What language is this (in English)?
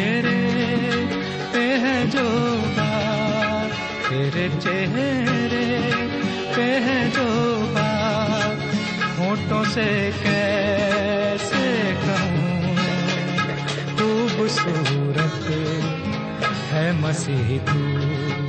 Gondi